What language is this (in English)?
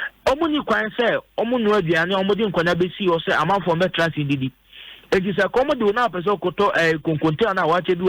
Akan